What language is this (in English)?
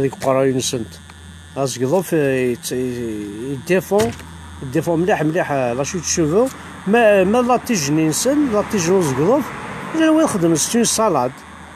Kabyle